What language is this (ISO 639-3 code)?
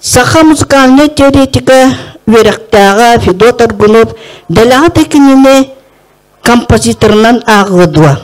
sah